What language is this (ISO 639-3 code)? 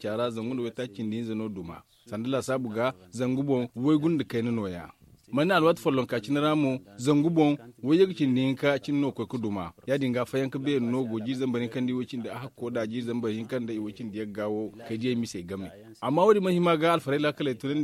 dje